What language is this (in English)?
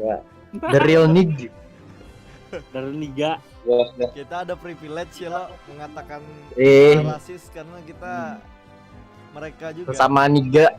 Banjar